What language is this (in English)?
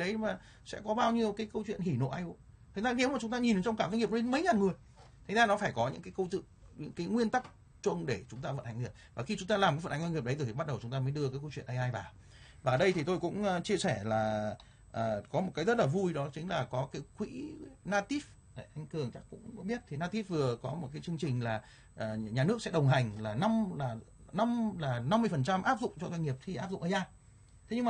Vietnamese